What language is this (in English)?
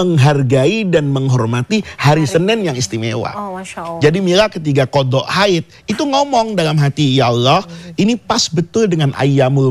Indonesian